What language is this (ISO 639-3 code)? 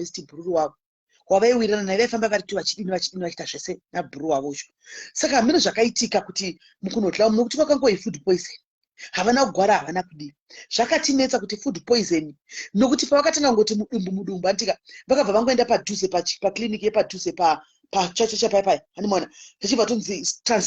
sna